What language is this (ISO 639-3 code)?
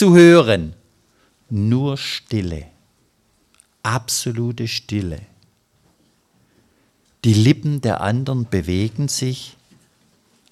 deu